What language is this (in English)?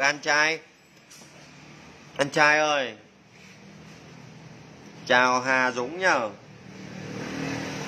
Vietnamese